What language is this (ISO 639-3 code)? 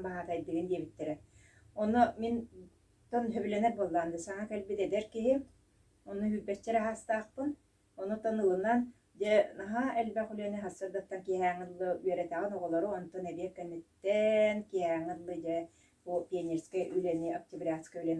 sah